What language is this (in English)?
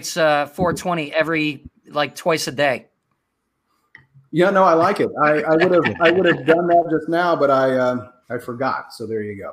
English